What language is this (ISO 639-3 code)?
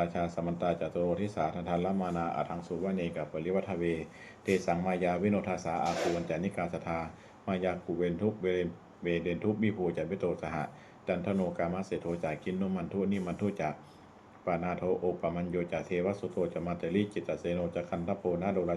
pli